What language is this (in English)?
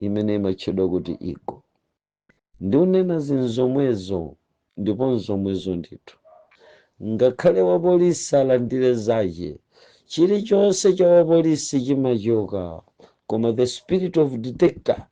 Nyanja